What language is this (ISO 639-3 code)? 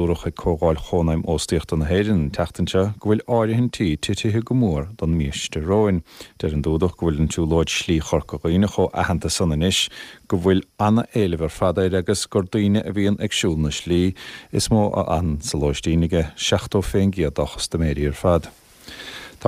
gle